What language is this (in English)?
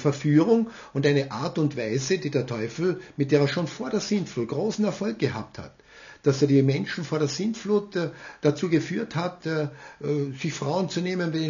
German